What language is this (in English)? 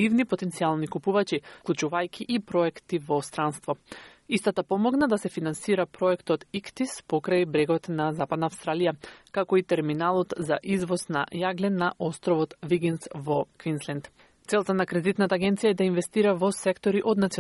Macedonian